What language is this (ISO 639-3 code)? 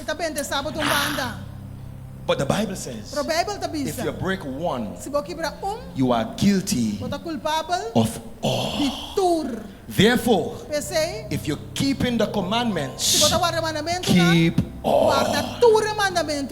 pap